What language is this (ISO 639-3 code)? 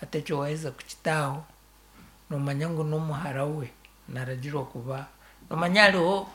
nyn